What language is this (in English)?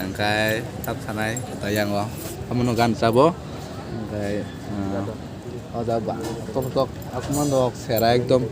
Kok Borok